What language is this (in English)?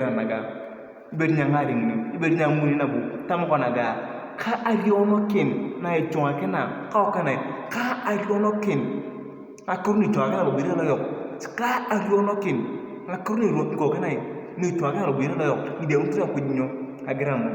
Turkana